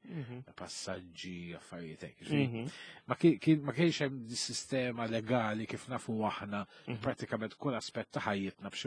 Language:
Maltese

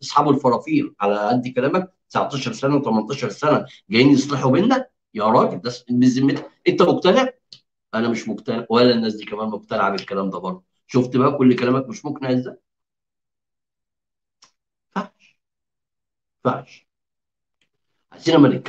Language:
Egyptian Arabic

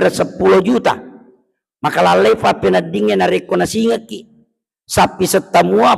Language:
Buginese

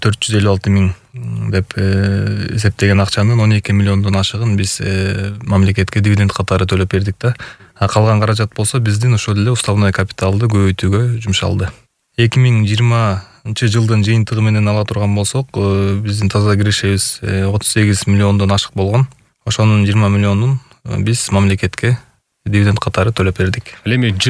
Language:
Kyrgyz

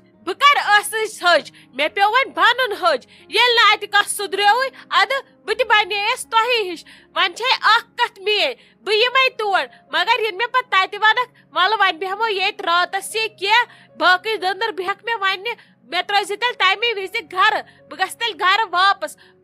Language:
Kashmiri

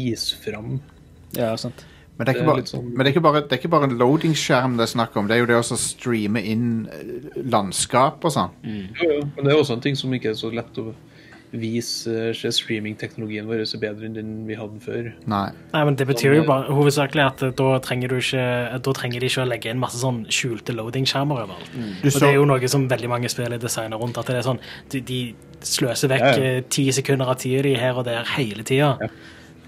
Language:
Norwegian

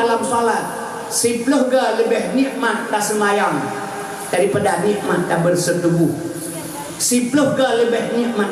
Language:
Achinese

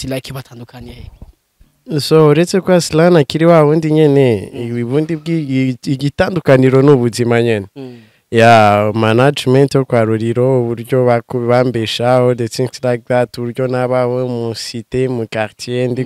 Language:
Rundi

